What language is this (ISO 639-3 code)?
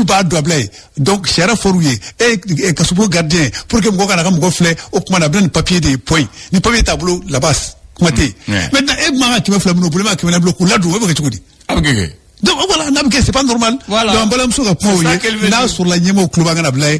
bam